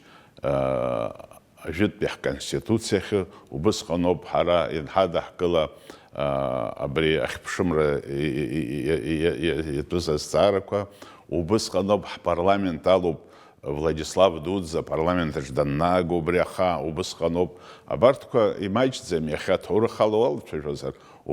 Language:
Abkhazian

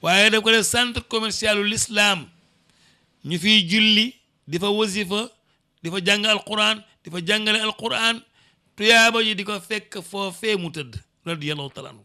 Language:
Wolof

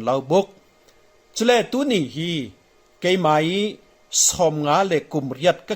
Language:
Falam Chin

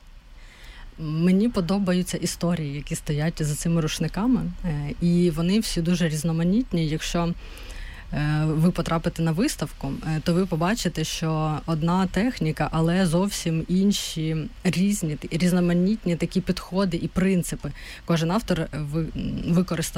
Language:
Ukrainian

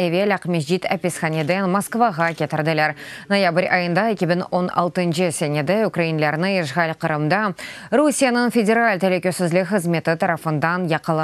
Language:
Crimean Tatar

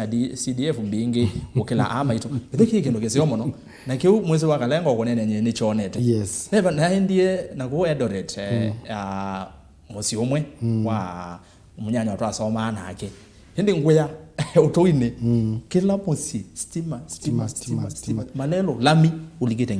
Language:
Kamba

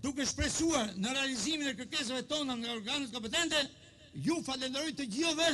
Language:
Albanian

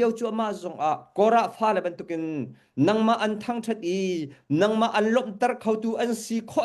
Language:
Hakha Chin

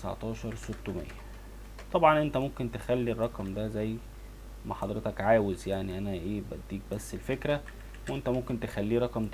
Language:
Egyptian Arabic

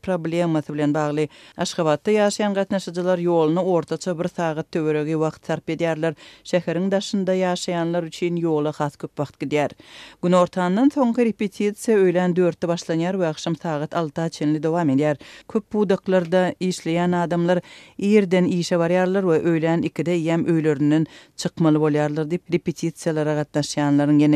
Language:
Turkmen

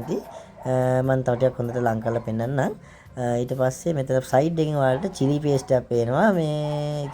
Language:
Sinhala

